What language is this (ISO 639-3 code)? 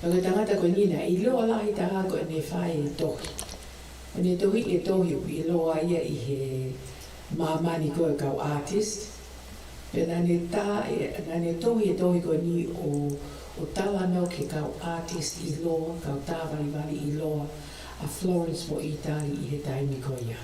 ton